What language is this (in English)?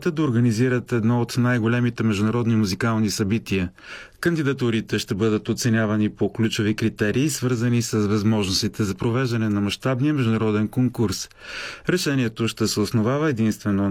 Bulgarian